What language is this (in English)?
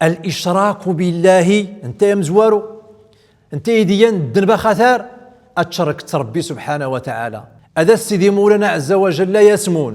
Central Atlas Tamazight